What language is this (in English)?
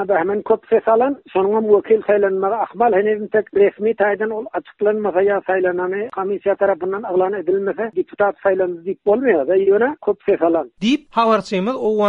Turkmen